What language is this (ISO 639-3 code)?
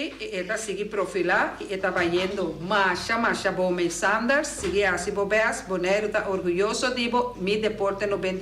pap